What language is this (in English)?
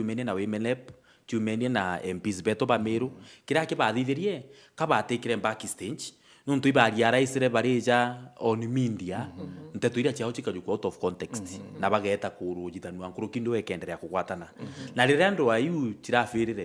Meru